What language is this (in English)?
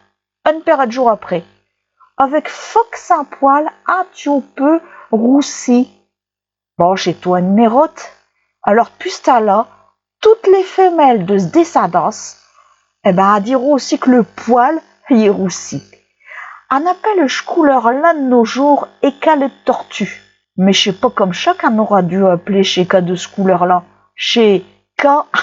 Picard